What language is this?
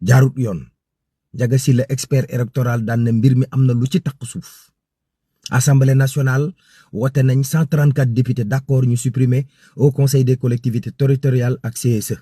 Wolof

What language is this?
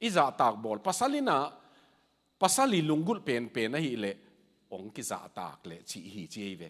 Tedim Chin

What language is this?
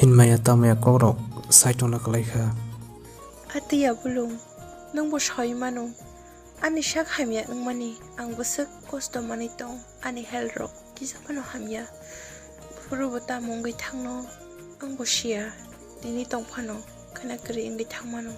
Kok Borok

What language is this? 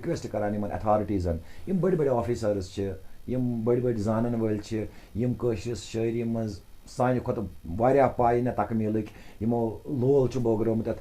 Kashmiri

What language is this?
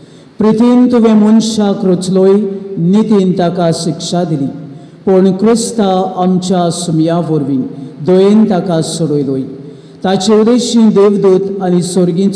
Konkani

